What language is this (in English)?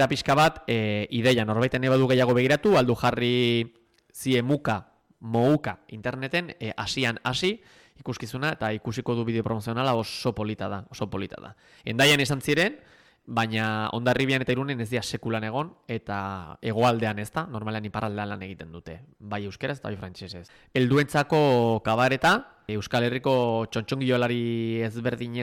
Basque